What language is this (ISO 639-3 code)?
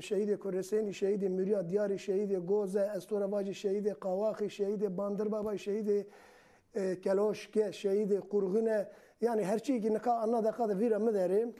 zza